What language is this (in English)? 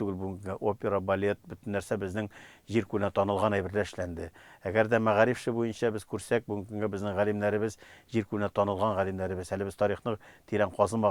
Tatar